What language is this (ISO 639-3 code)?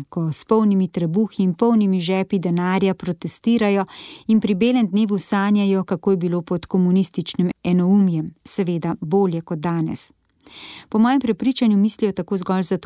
slv